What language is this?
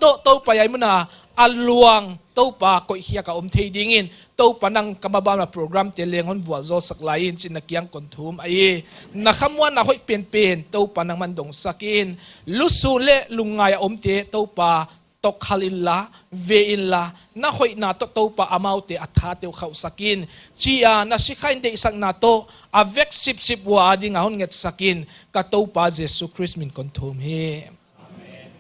Paite Chin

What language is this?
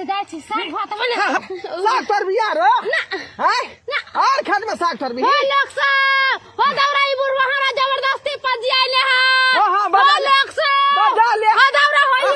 Maithili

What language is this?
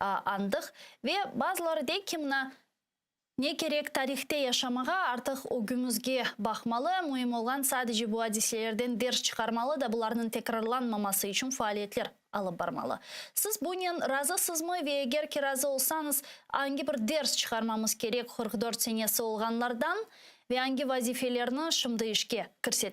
Crimean Tatar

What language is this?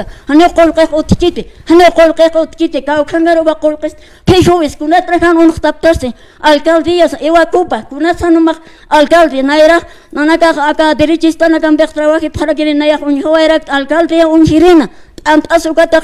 Aymara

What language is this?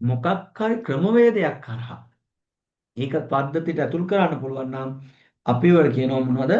Sinhala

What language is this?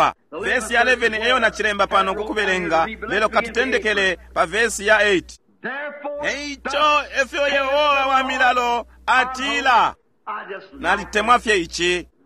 Bemba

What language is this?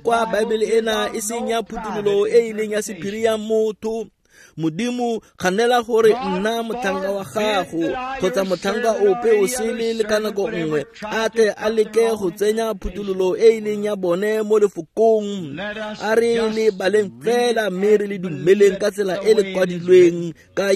Tswana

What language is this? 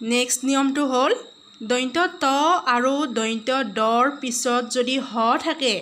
Assamese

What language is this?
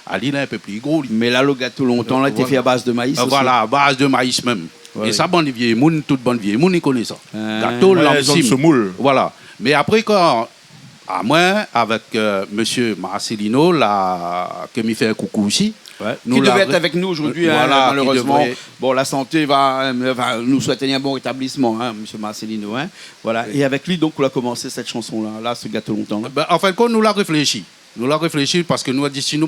Réunion Creole French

